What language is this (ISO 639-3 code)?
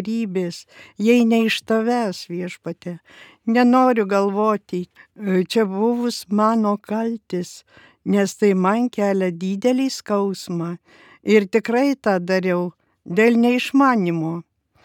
lit